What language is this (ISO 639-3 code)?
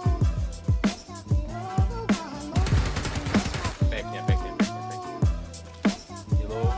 ces